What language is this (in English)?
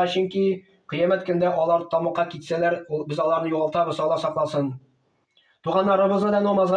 Tatar